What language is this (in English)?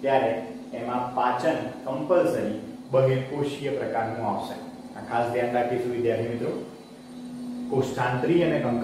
Gujarati